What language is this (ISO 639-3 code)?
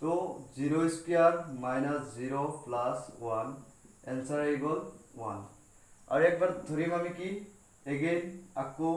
asm